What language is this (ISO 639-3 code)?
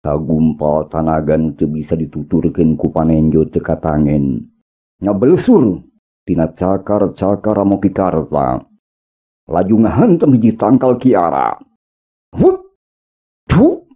sun